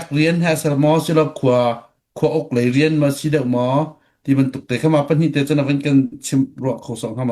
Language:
Hakha Chin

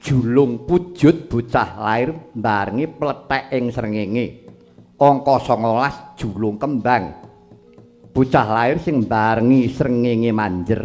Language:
Javanese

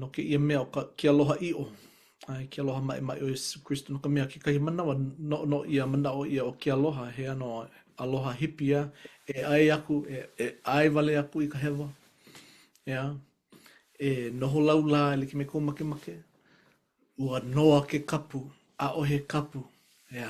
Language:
Hawaiian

